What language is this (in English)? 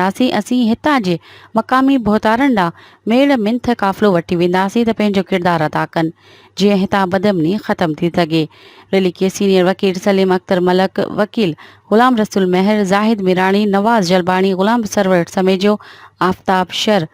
Sindhi